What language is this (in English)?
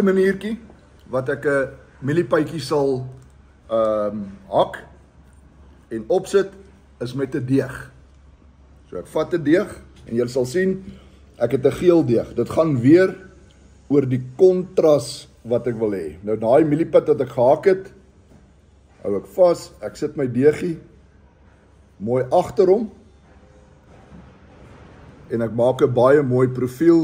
Afrikaans